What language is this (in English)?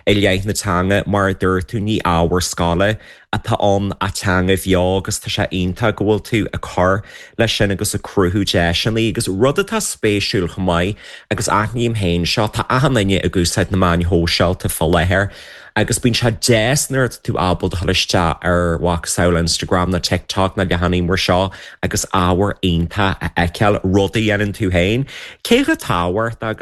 Irish